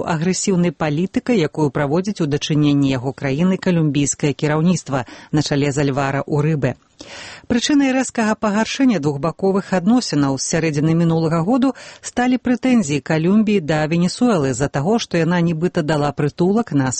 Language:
Belarusian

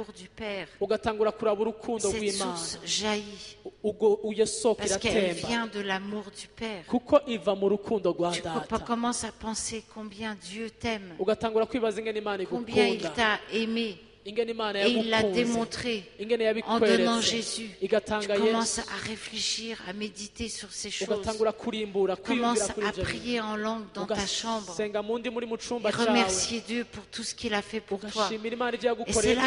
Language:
Rundi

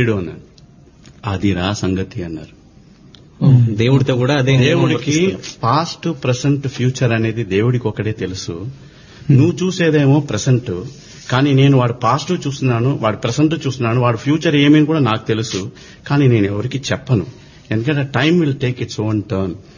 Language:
Telugu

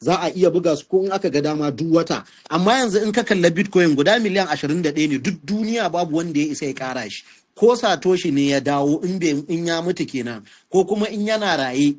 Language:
Hausa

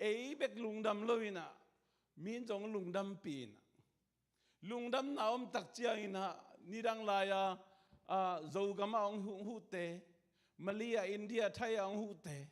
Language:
Tedim Chin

